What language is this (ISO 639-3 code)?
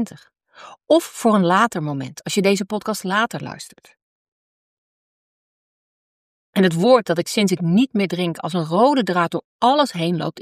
nld